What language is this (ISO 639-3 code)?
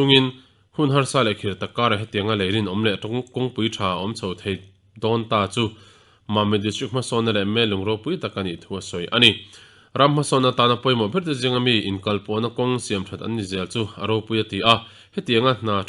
lus